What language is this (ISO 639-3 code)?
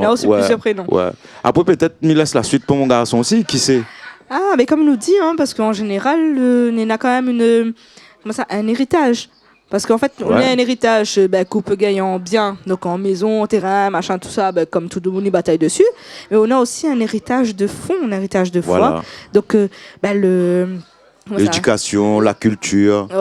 rcf